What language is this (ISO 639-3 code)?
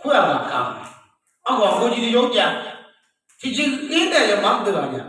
ahk